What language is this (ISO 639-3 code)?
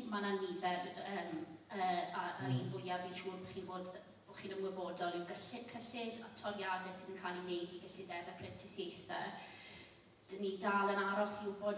cym